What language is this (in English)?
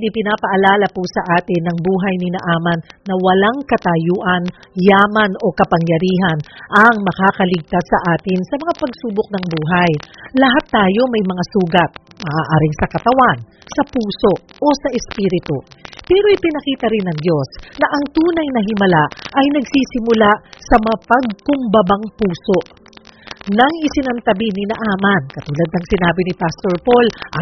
Filipino